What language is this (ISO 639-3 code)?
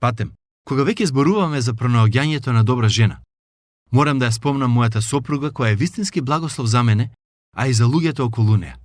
mkd